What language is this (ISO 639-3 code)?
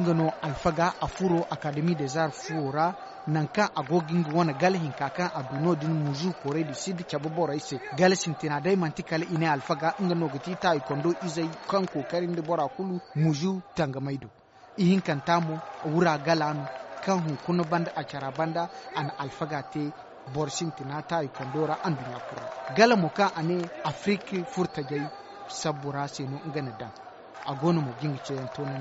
dje